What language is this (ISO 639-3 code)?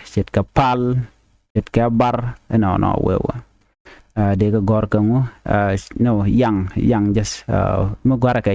nus